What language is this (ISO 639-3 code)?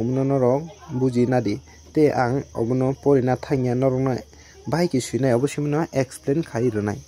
trp